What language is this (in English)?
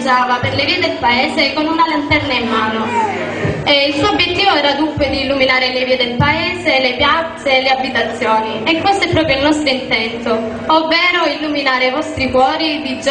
Italian